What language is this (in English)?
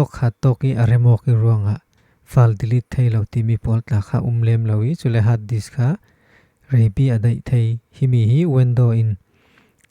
Falam Chin